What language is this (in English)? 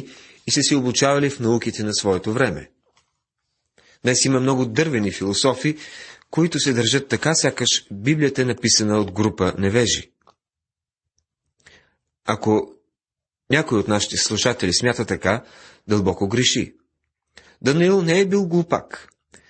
Bulgarian